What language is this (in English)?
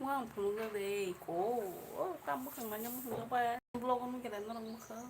Kok Borok